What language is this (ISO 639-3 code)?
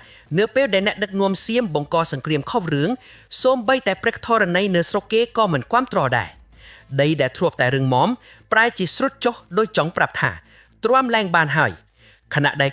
khm